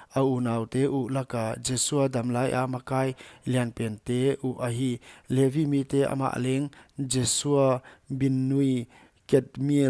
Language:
Paite Chin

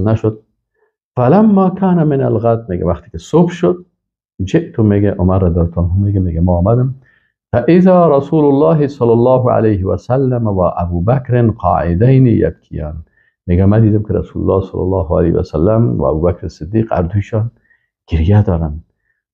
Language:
Persian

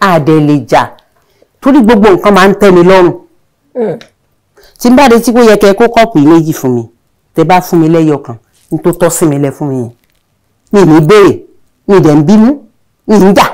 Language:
Yoruba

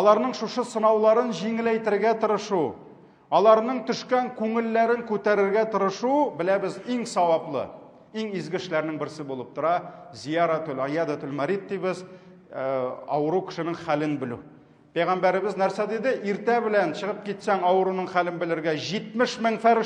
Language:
Tatar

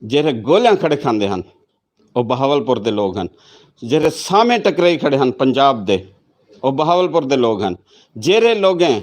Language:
Saraiki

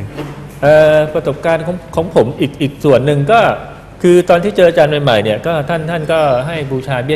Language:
Thai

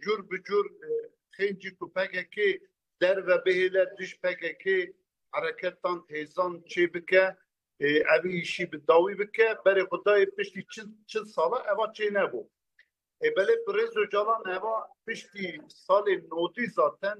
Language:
Kurdish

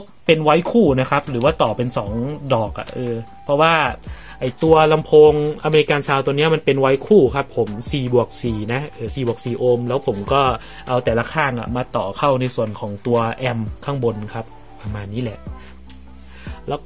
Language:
Thai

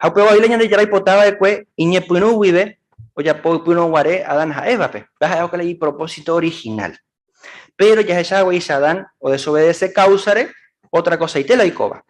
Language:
Guarani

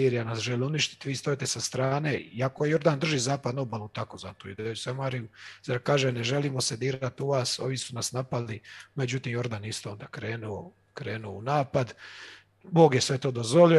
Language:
Croatian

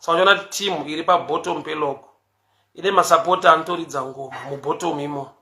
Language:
Shona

